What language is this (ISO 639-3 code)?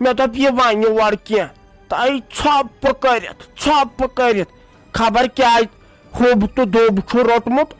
kas